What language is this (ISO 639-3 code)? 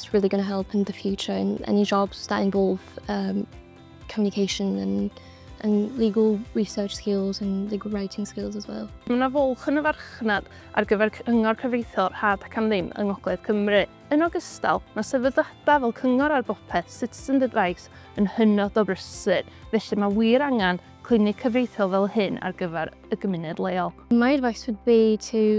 cym